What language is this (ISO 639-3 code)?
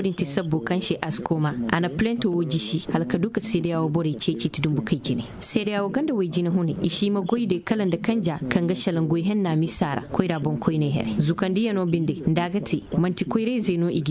ses